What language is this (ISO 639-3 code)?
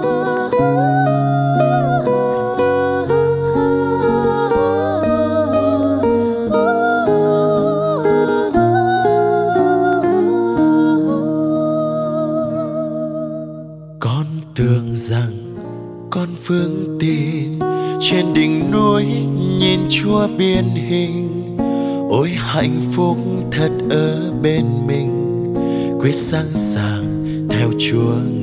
vie